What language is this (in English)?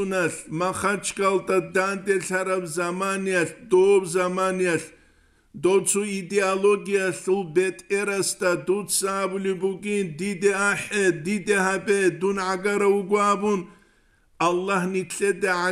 Avaric